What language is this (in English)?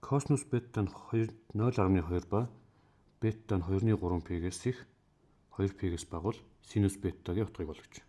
Mongolian